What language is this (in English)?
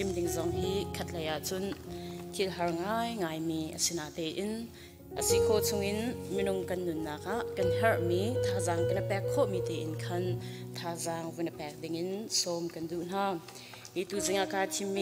Hakha Chin